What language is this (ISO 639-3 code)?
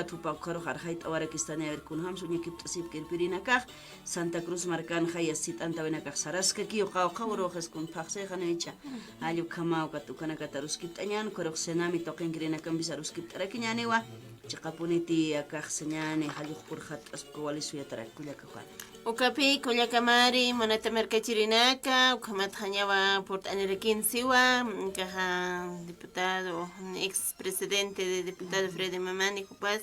aym